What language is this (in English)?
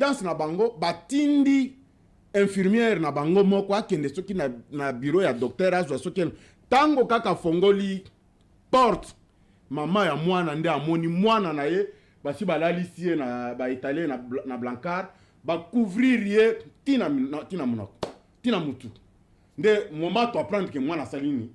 Lingala